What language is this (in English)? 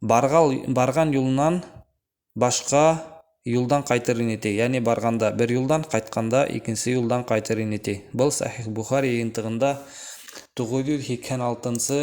Bashkir